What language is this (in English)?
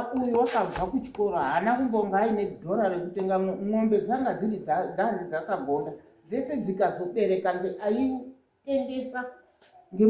Shona